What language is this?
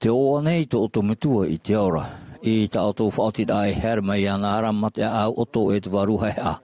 Tahitian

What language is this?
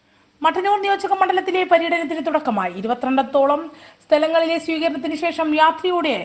Malayalam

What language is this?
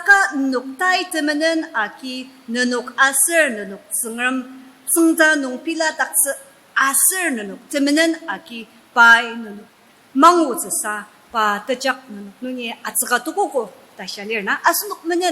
Ao Naga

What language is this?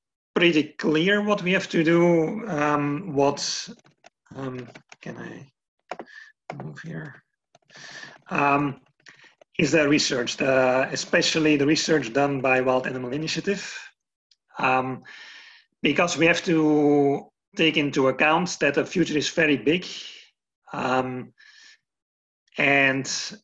English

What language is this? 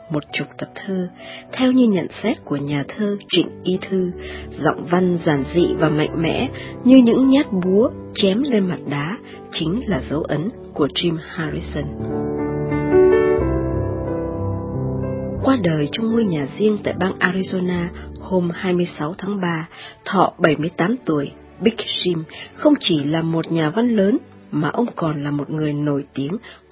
Vietnamese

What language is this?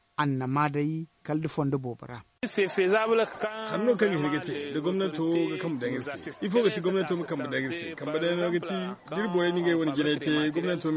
Zarma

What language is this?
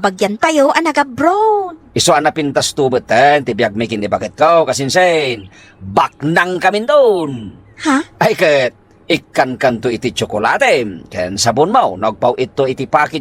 Iloko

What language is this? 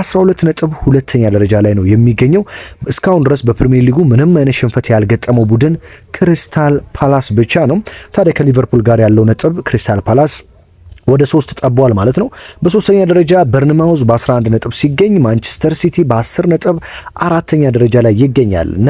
Amharic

